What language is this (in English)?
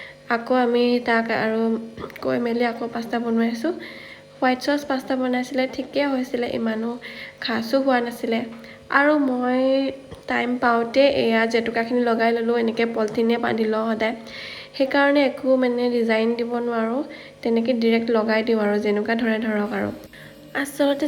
Assamese